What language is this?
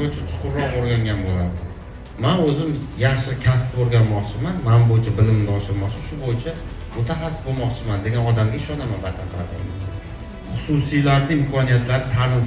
Uzbek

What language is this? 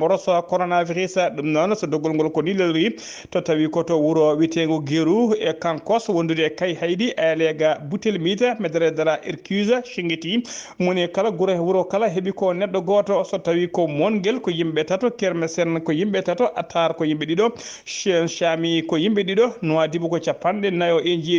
Fula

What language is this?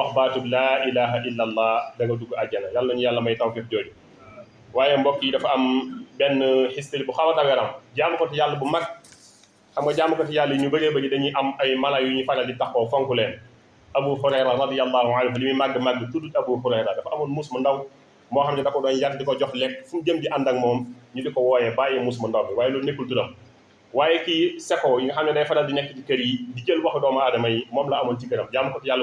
Wolof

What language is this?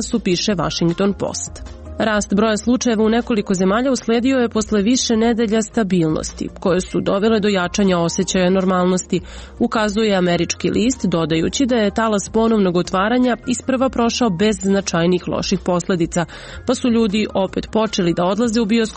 Serbian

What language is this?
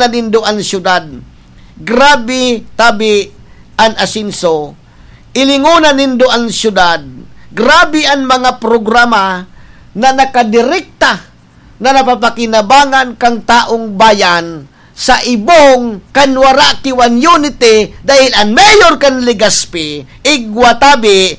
Bikol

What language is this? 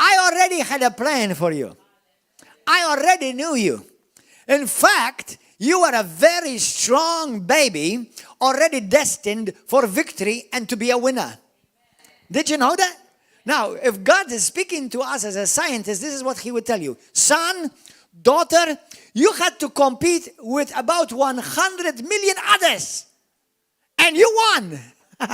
English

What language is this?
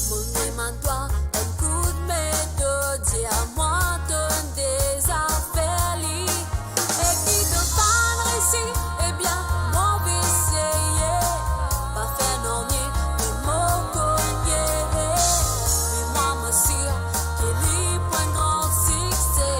Morisyen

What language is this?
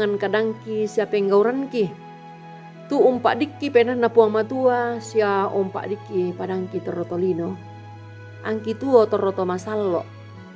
Toraja-Sa'dan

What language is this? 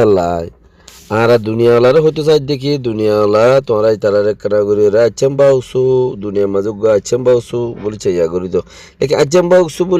Rohingya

